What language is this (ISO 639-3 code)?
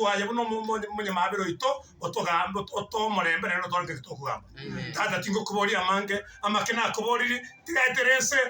guz